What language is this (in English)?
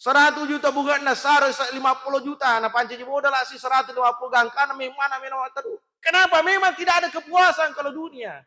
Buginese